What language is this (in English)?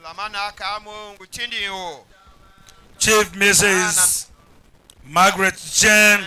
Tiv